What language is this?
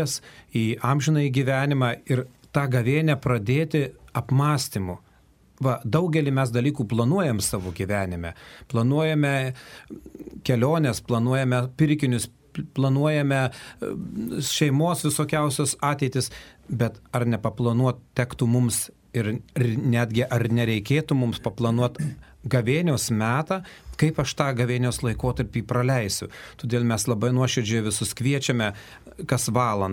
Lithuanian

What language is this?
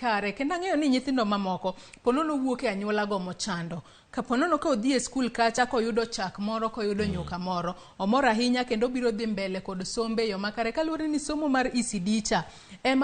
Luo (Kenya and Tanzania)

